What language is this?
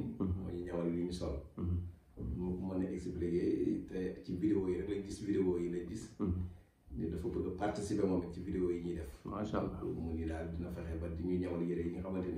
Wolof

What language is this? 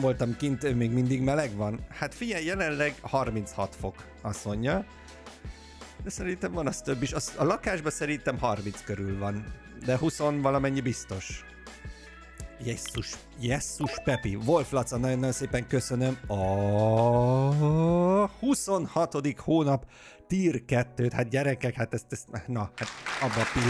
Hungarian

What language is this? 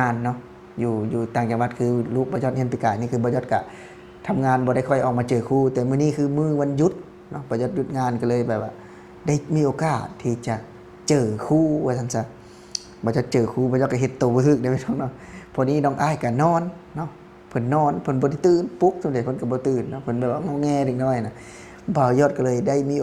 Lao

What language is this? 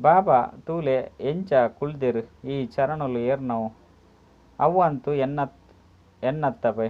Tulu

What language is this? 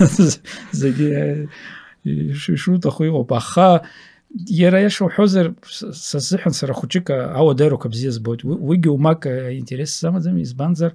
Abkhazian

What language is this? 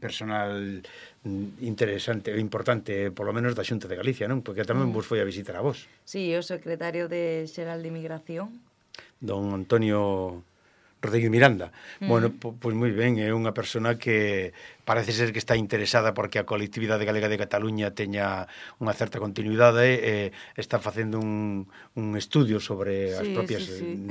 Galician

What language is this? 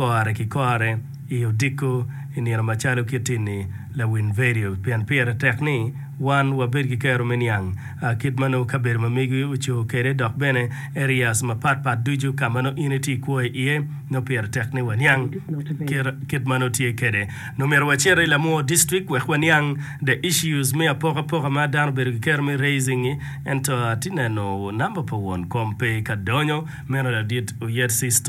Acoli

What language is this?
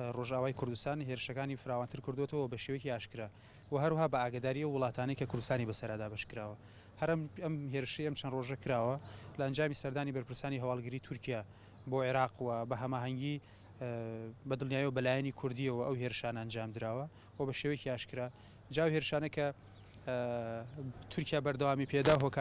Central Kurdish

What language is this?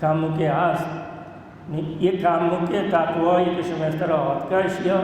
Baluchi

